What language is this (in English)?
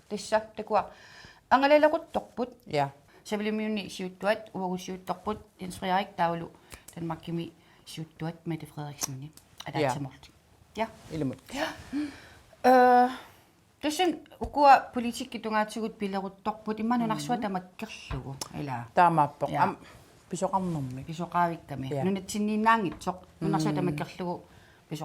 Kalaallisut